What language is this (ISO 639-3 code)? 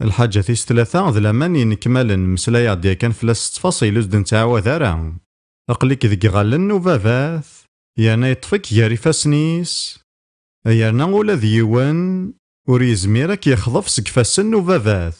kab